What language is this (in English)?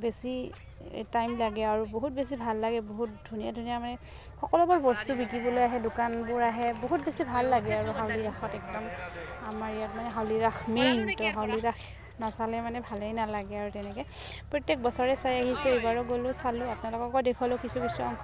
Assamese